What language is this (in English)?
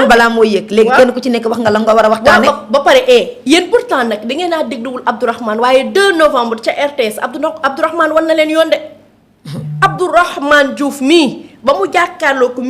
Wolof